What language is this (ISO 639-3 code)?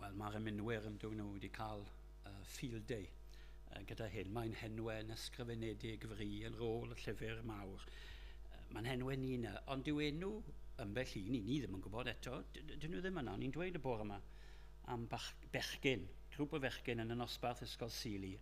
cym